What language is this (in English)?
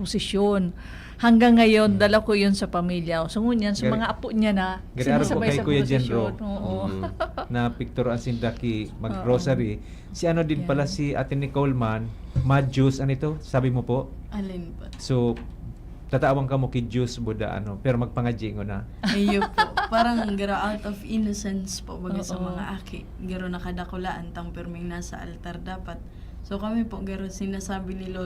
Bikol